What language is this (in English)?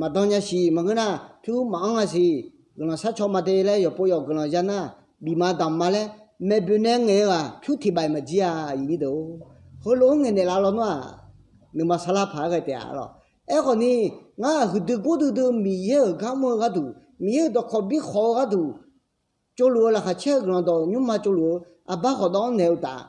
Akha